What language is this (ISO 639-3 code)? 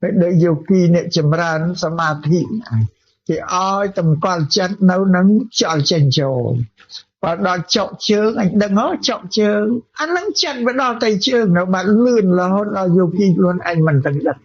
khm